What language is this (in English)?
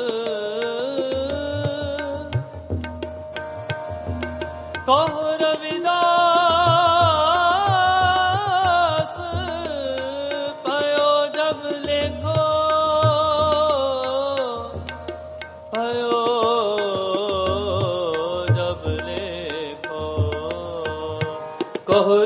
Hindi